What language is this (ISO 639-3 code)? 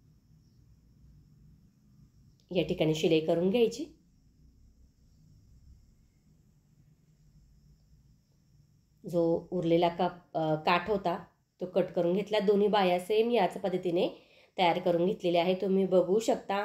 mar